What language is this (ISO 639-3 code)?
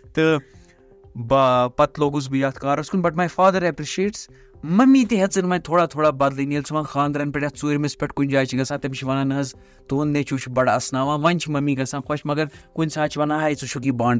kas